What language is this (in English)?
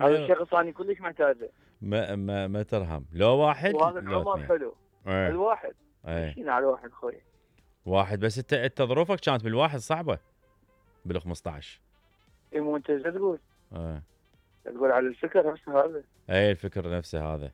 Mesopotamian Arabic